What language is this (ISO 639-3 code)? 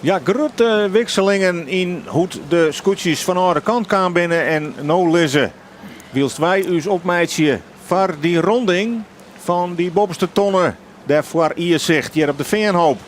fry